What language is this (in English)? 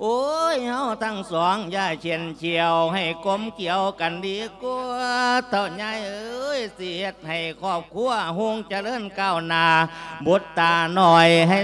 Lao